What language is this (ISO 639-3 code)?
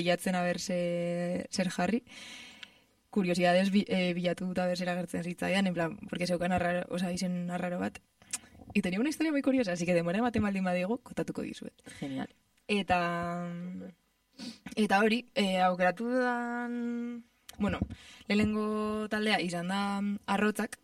eus